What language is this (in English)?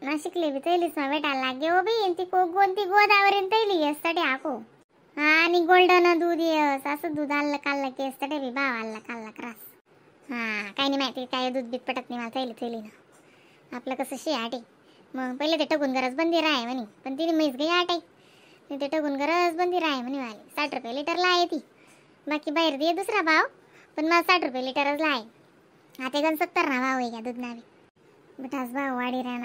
Khandesi